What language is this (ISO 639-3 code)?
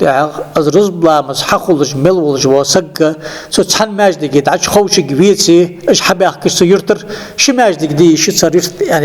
inh